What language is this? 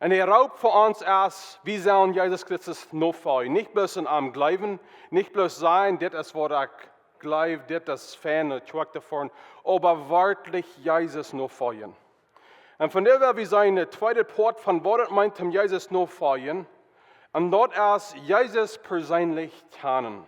Plautdietsch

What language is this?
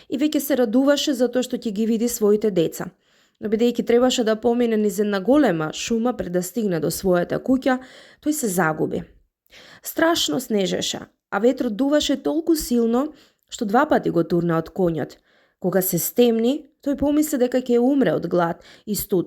Macedonian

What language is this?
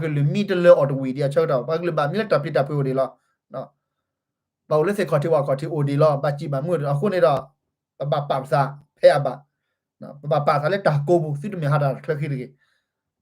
S'gaw Karen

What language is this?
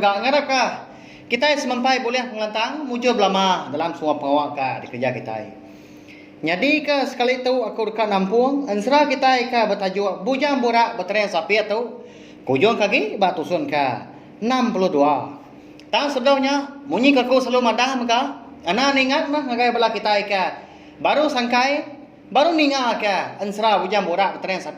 Iban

